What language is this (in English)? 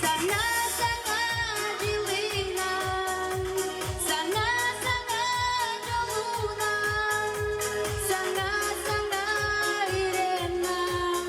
Yakut